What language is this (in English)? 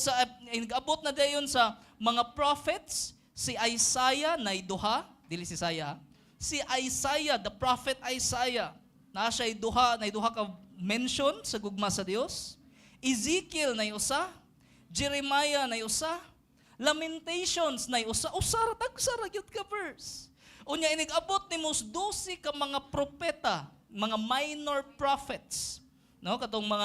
Cebuano